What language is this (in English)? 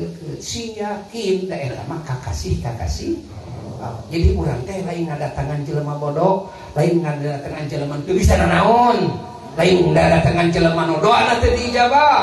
Sundanese